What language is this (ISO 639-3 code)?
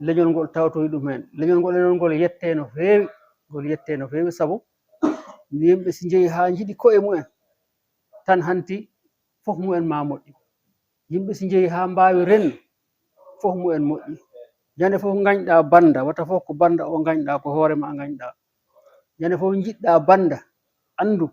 ful